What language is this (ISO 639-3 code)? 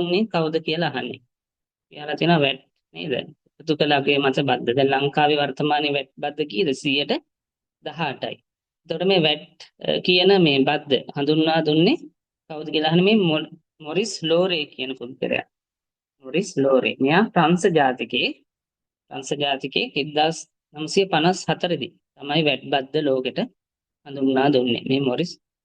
sin